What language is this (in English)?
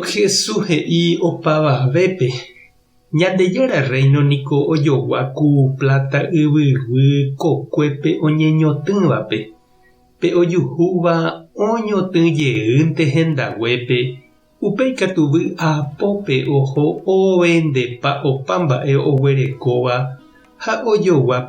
Guarani